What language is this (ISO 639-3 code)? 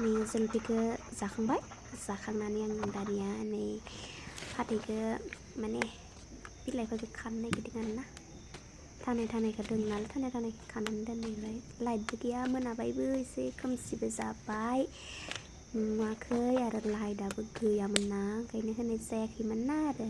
brx